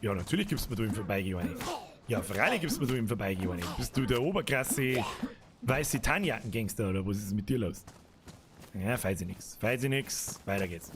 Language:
Bavarian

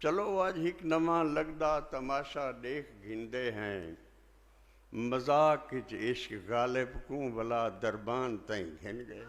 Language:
Saraiki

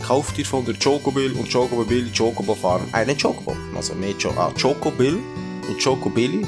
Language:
Swiss German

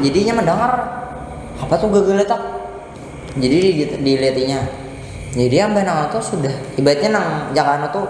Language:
Banjar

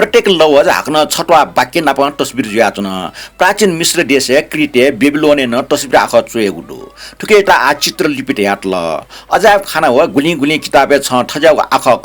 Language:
Newari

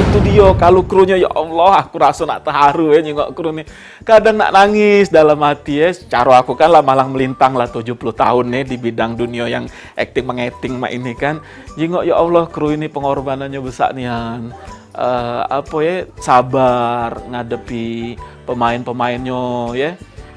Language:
Musi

